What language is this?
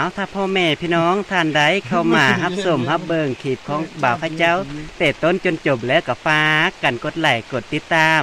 Lao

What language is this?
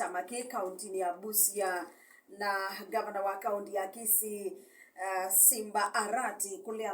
Kamba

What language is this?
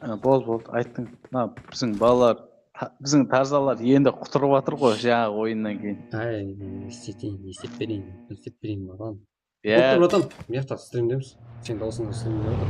Kara-Kalpak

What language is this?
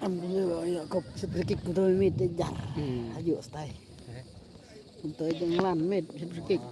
Khasi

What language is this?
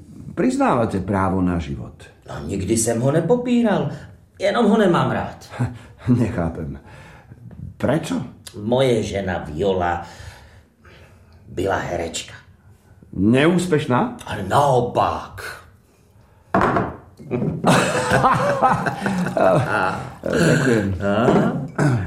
Slovak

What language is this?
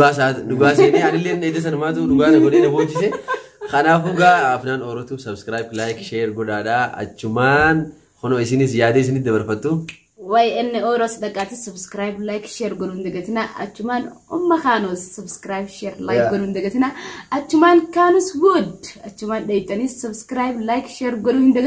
Oromo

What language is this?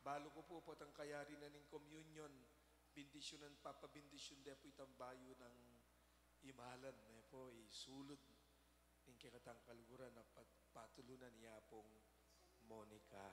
Pampanga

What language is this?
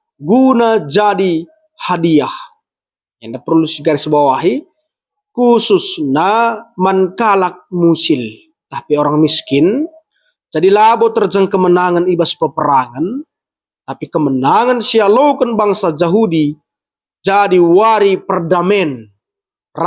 Batak Karo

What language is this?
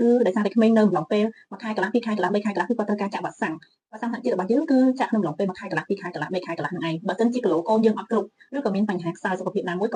Khmer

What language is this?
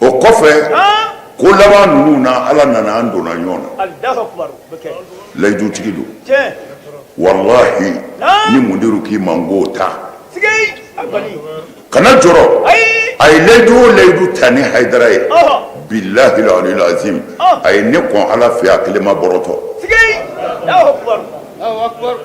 Bambara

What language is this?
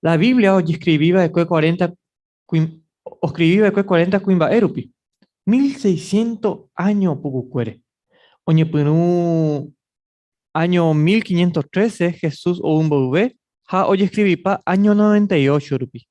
Guarani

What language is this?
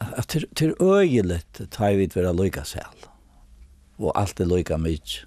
Faroese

